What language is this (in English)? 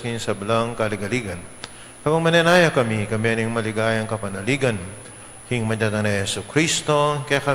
Pampanga